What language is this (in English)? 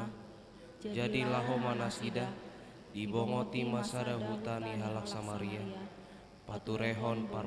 Batak Toba